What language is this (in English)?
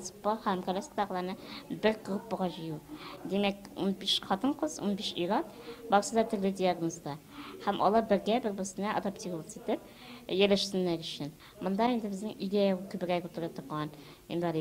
Tatar